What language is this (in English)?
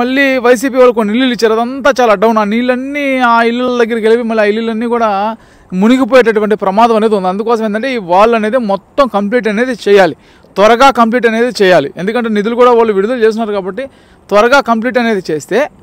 Telugu